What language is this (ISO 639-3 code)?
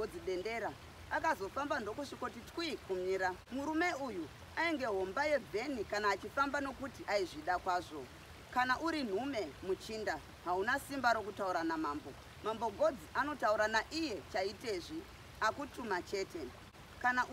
sna